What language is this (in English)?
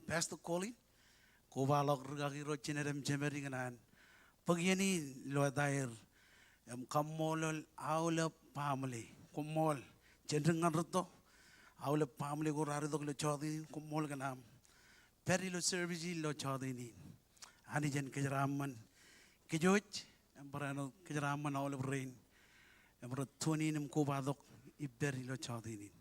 Marshallese